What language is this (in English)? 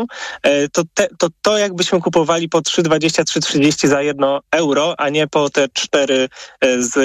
Polish